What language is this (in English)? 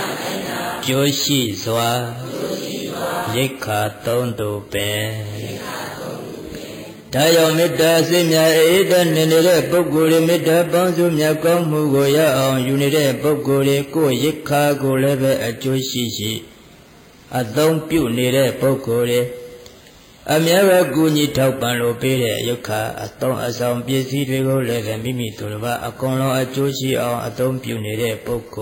Burmese